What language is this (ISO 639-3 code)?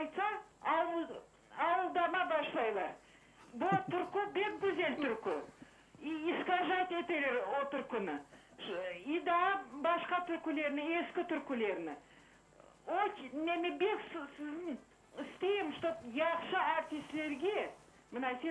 crh